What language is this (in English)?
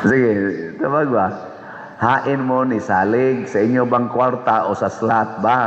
Cebuano